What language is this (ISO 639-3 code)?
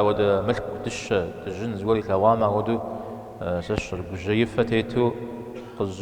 kbd